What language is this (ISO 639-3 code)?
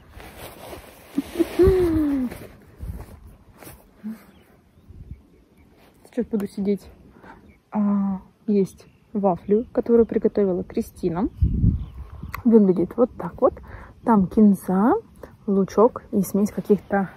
rus